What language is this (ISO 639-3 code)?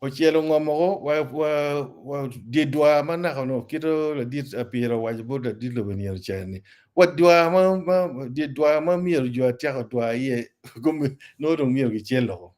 ach